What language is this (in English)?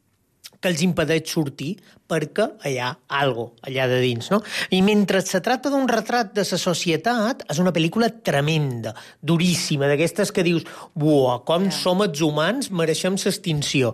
Catalan